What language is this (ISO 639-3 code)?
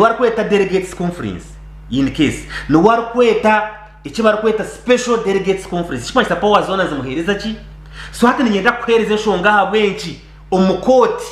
nyn